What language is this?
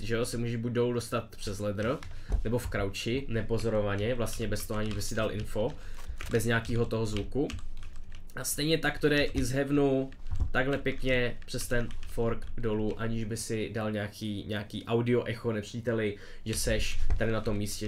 Czech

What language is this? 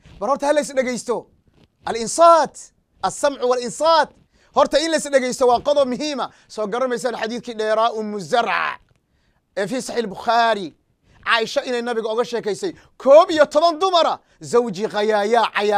Somali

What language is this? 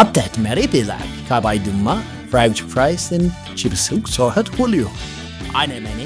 Tigrinya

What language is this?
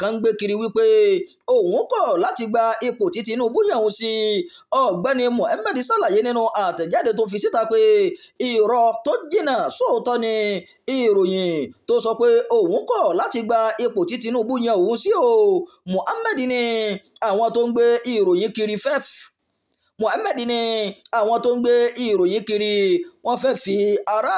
Yoruba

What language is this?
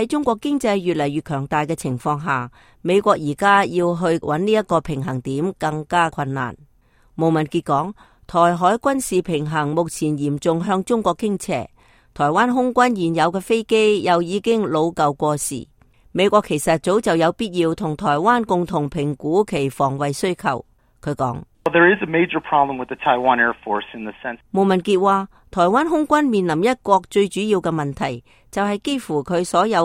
Cantonese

